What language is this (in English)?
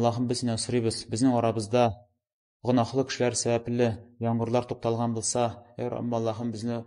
Tatar